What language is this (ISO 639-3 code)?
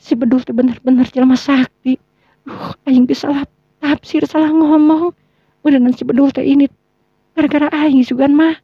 sun